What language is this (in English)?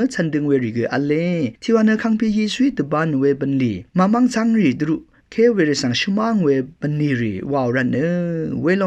Rawang